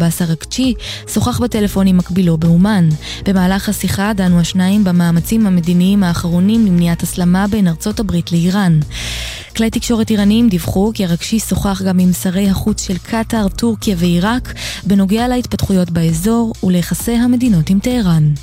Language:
Hebrew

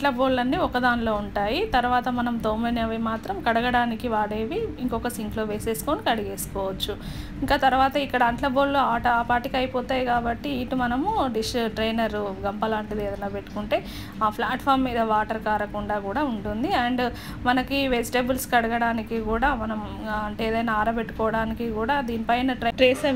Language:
Telugu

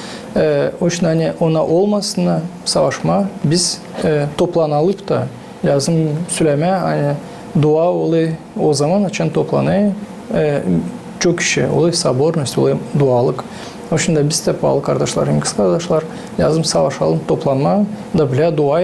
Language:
Gagauz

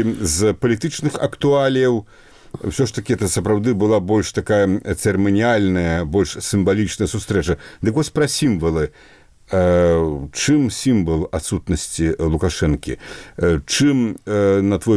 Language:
Belarusian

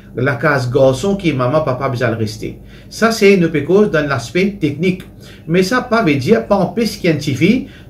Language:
Morisyen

